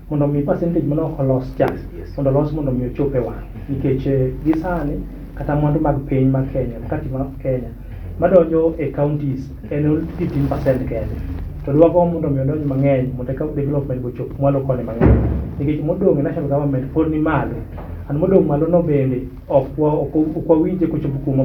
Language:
Luo (Kenya and Tanzania)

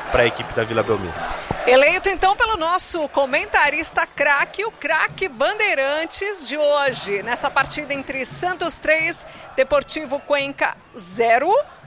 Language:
Portuguese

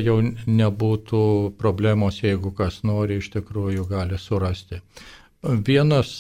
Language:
Lithuanian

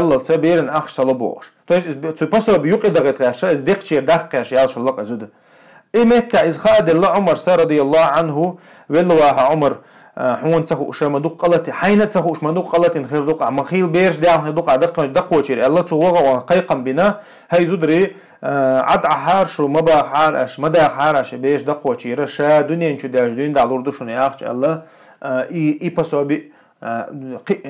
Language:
Chechen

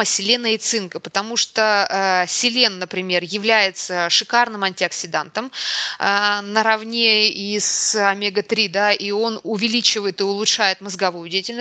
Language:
Russian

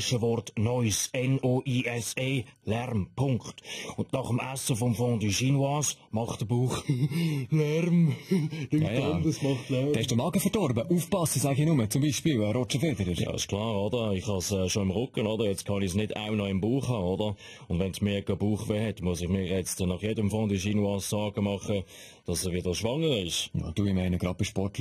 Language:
Swiss German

